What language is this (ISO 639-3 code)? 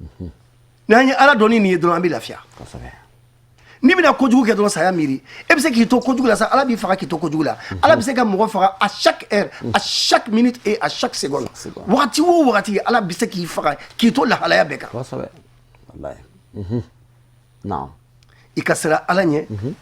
bam